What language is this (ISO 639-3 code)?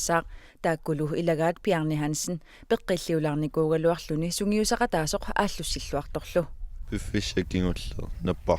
kal